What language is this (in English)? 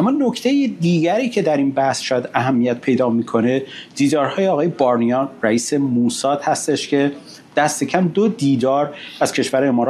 Persian